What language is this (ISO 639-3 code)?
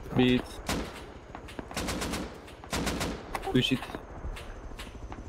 tur